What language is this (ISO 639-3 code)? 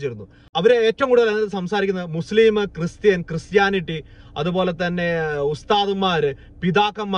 mal